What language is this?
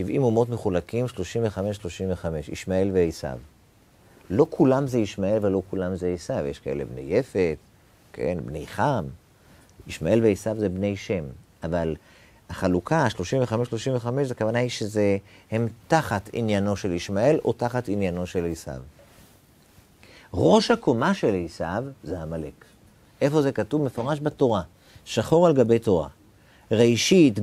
Hebrew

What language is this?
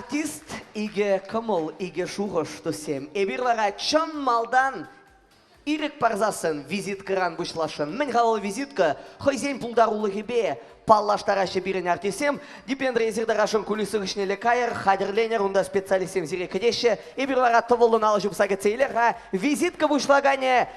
Chuvash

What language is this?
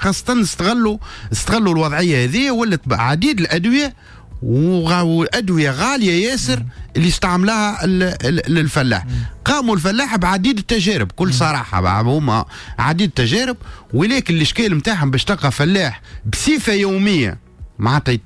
Tunisian Arabic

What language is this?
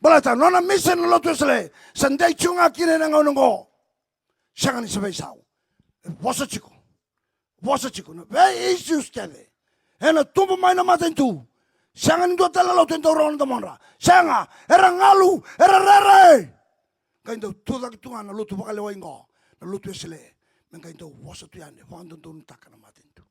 Fijian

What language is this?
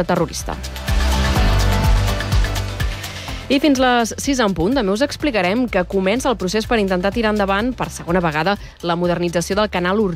Catalan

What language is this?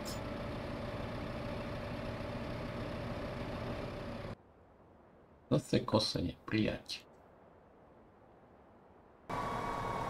Slovak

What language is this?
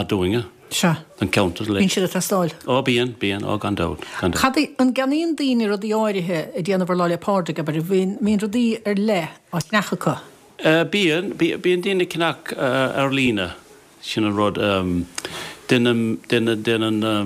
Irish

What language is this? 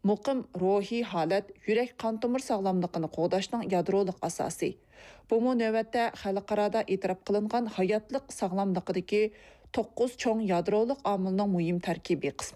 Uyghur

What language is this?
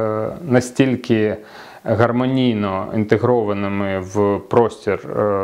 Ukrainian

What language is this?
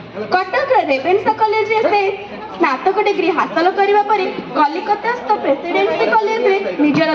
Odia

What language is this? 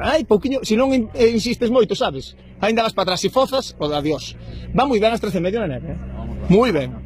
Galician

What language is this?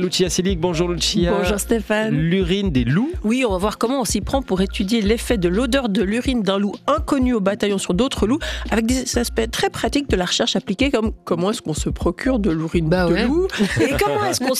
French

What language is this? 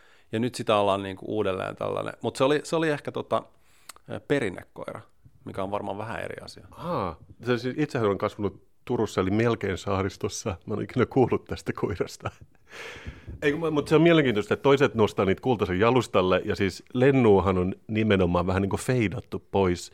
Finnish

